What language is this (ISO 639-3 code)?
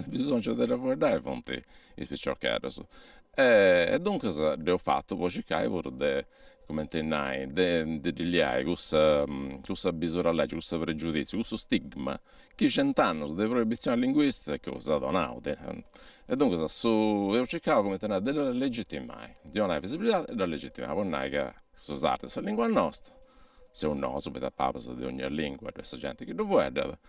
srd